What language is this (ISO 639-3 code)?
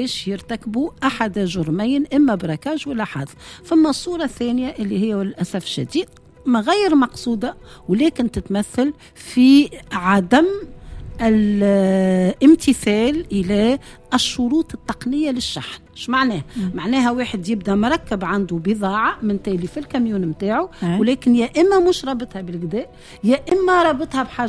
aeb